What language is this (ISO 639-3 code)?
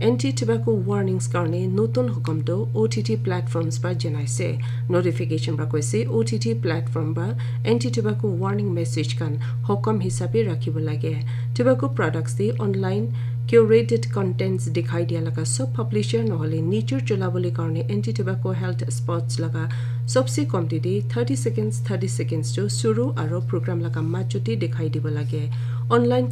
nag